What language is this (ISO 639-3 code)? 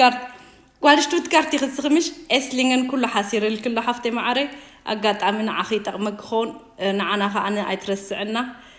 tir